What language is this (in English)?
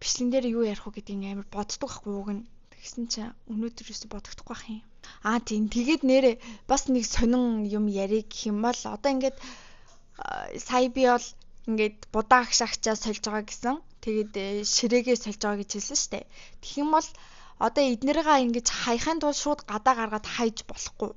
Mongolian